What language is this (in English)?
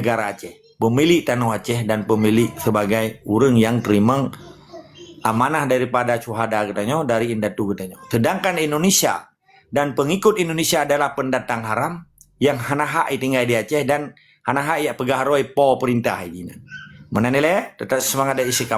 Achinese